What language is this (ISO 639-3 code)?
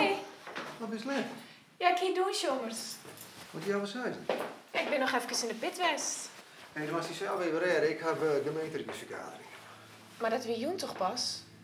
fry